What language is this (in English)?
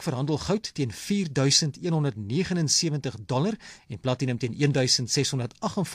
Afrikaans